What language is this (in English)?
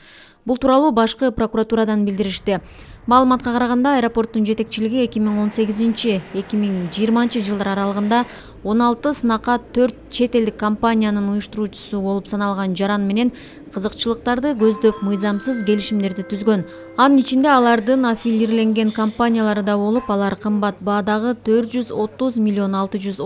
Kyrgyz